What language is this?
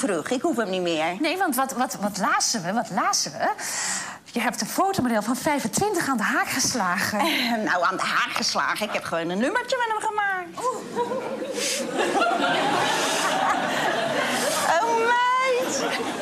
Dutch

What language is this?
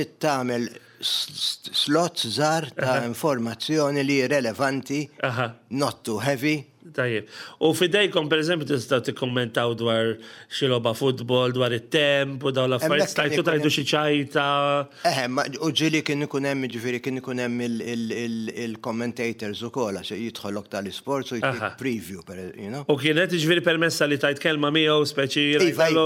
Maltese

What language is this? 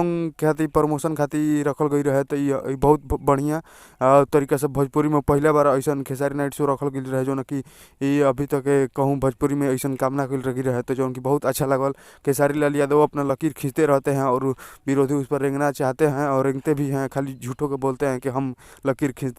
Bhojpuri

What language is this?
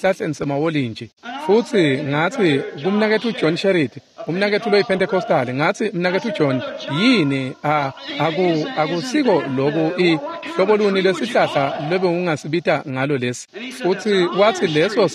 Swati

